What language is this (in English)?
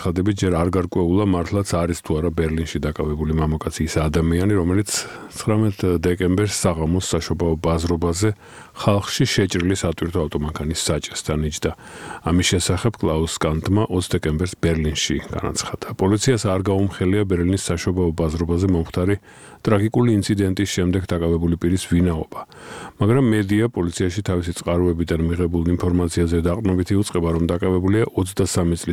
Georgian